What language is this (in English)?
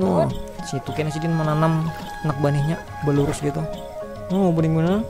Banjar